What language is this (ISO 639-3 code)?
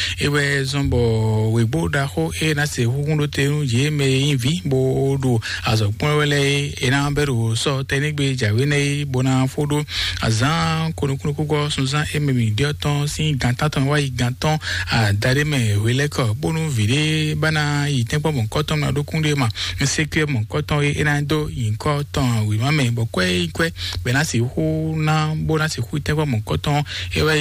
fon